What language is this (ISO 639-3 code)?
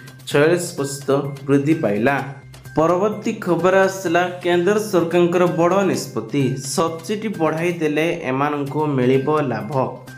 ori